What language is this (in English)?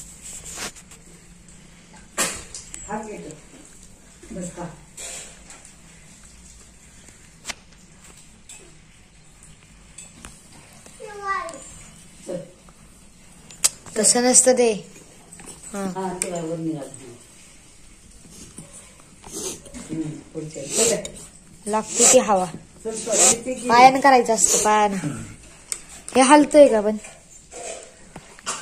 Marathi